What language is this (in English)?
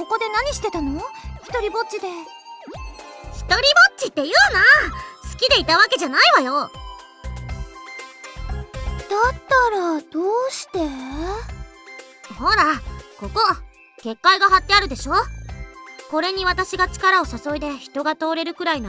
Japanese